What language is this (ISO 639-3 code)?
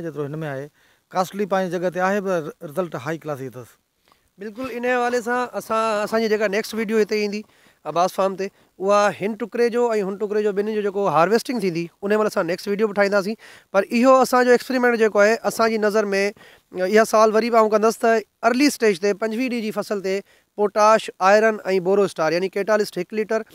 snd